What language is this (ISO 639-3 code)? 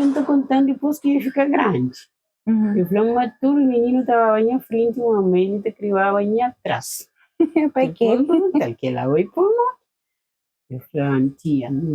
kea